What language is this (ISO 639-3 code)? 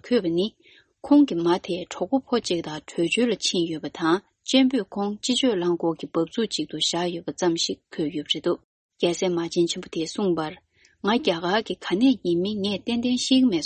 bod